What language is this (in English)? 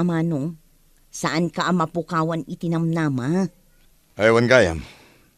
Iloko